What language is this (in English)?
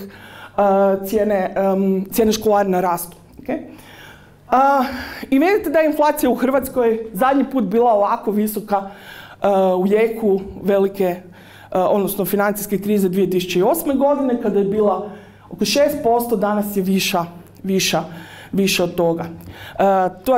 Croatian